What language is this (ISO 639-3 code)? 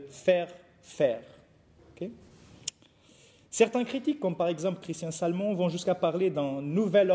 fra